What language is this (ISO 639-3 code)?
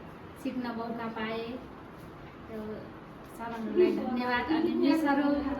nep